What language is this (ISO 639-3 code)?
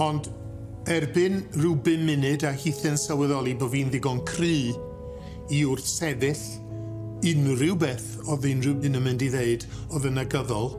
cym